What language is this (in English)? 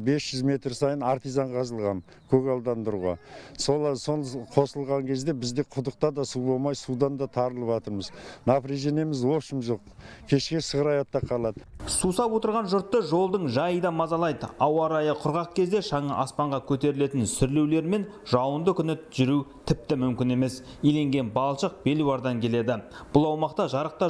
Kazakh